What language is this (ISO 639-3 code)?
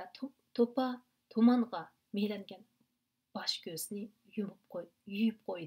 uig